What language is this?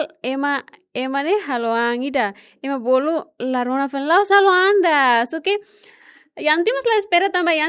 Tetum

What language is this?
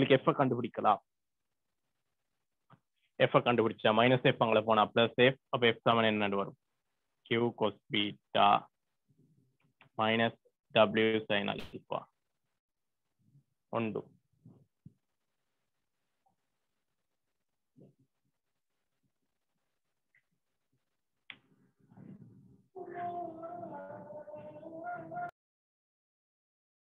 Tamil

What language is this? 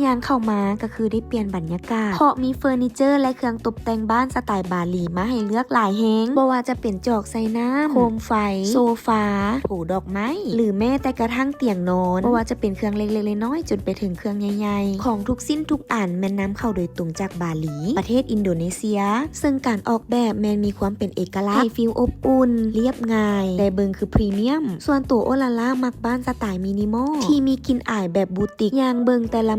Lao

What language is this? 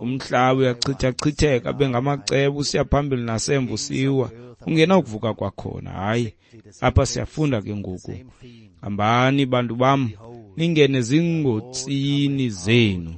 Xhosa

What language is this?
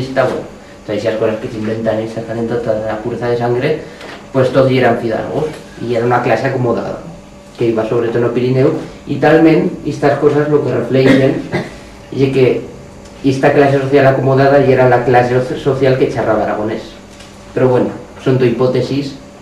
Aragonese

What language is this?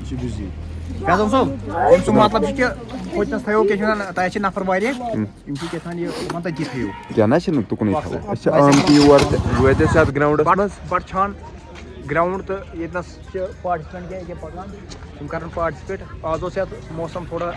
Kashmiri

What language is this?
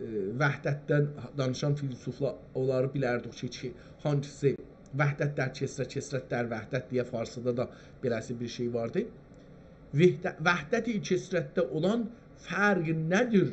South Azerbaijani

